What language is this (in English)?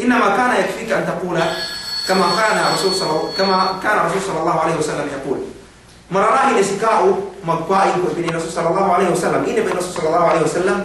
Yakan